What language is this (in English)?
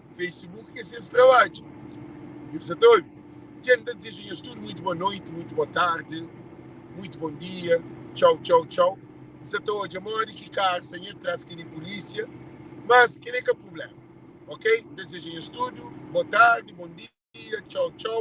Kabuverdianu